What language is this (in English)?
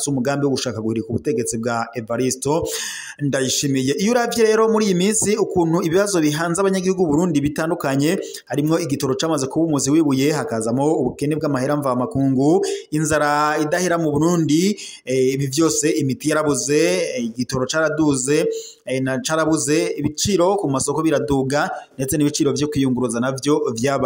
Rundi